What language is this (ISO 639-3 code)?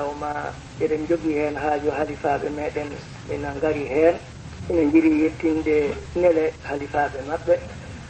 ful